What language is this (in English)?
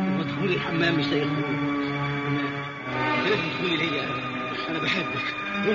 Egyptian Arabic